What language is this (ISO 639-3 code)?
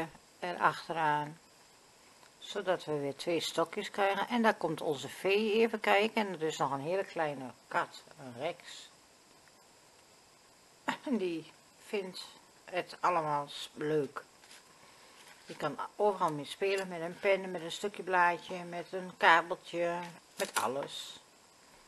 nld